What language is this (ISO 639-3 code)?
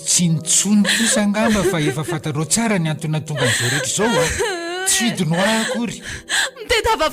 mlg